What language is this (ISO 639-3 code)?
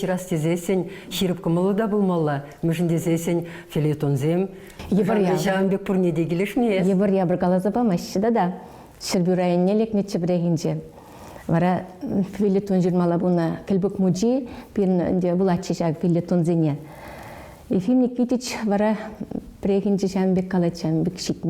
chv